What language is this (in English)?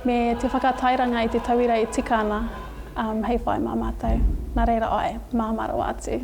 Māori